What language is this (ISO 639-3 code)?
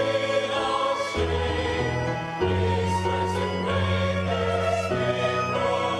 ewe